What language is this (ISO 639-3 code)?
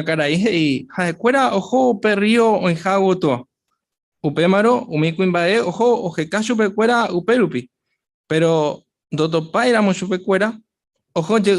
grn